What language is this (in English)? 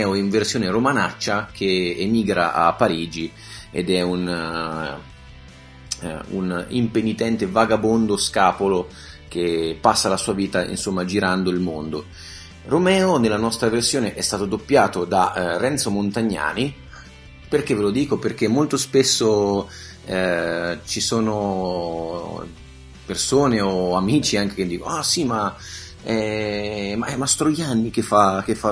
Italian